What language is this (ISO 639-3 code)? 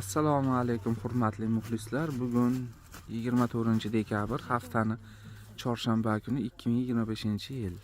uzb